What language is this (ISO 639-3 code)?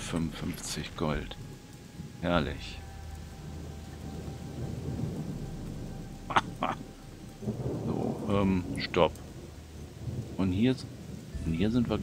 deu